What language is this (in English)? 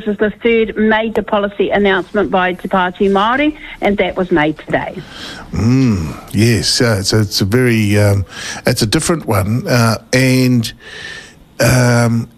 English